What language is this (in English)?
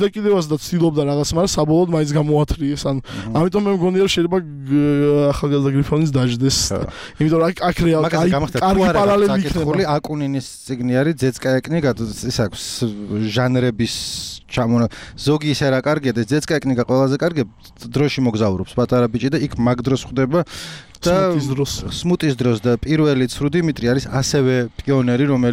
Georgian